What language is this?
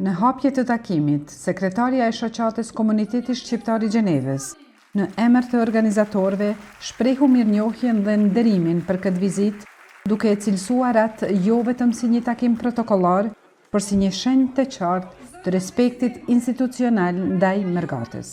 Albanian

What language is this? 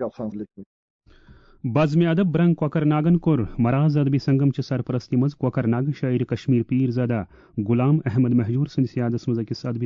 Kashmiri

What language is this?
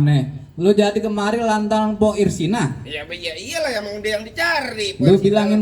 Betawi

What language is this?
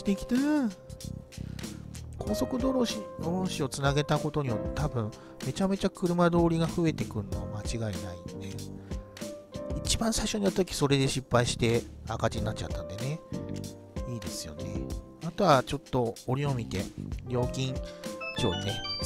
Japanese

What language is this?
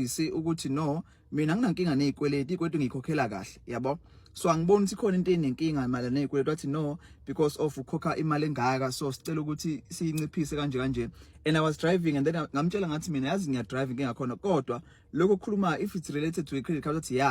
Zulu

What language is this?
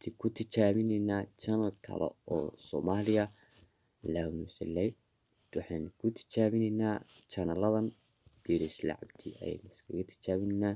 Somali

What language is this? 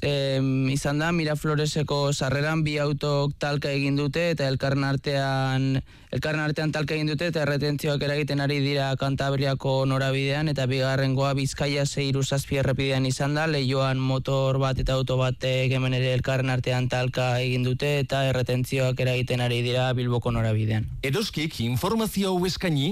Basque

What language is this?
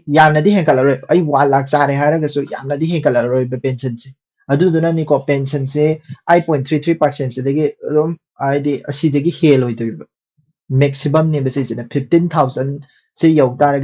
Manipuri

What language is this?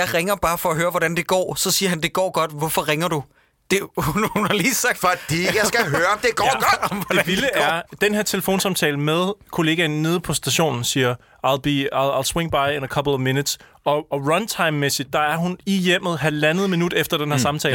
Danish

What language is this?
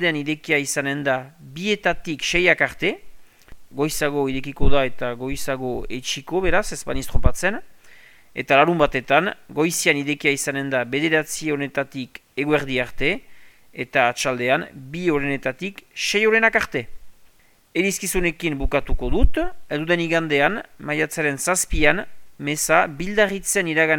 Basque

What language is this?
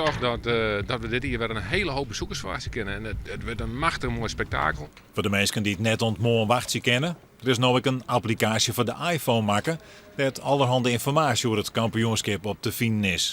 Western Frisian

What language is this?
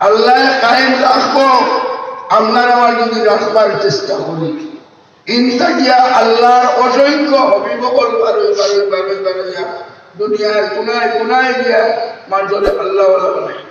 Sylheti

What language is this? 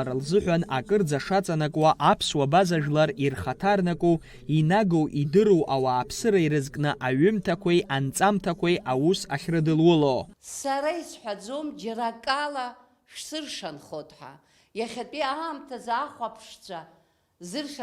Abkhazian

